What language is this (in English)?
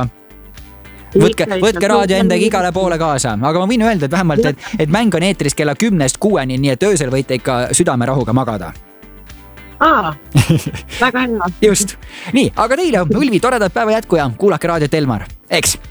Estonian